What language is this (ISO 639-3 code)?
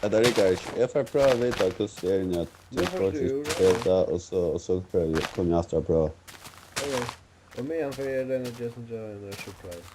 fao